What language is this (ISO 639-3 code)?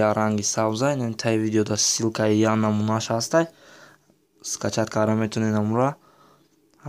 tgk